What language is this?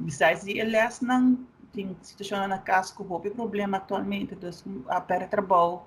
Papiamento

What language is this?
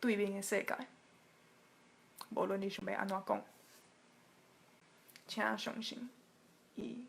Min Nan Chinese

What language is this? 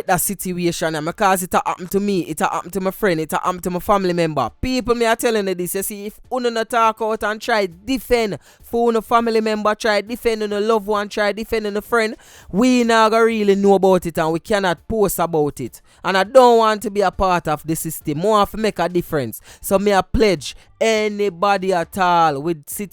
Jamaican Creole English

